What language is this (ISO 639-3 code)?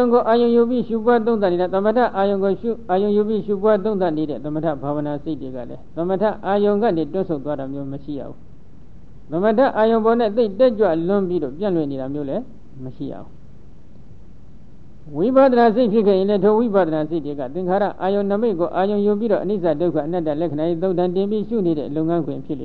mya